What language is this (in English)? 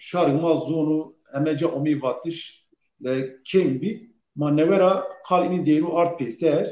Zaza